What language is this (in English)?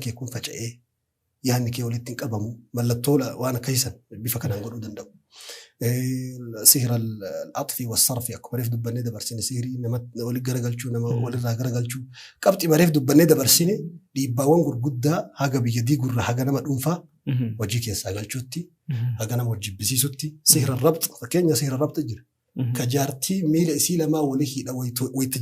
Oromo